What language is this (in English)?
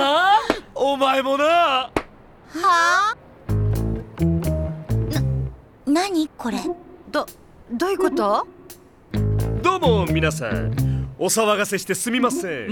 Japanese